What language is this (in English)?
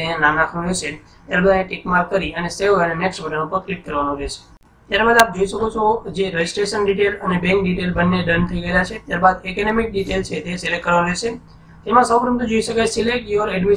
Gujarati